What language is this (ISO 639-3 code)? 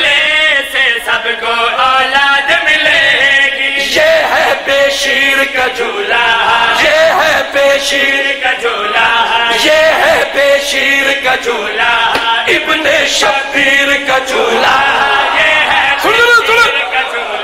urd